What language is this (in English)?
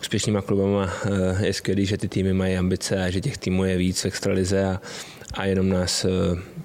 Czech